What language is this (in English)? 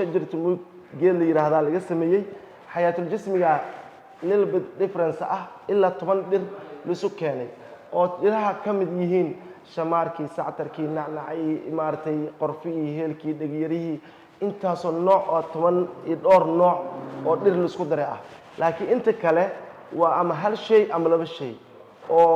Somali